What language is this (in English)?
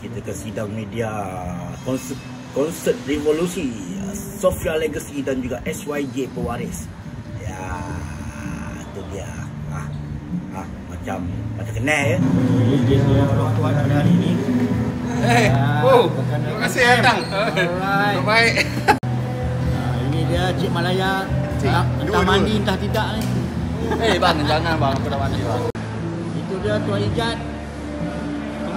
Malay